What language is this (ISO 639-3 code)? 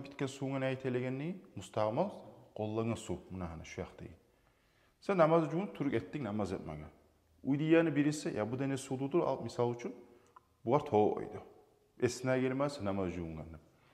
kum